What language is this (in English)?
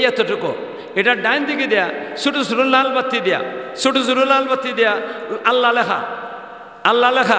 Sylheti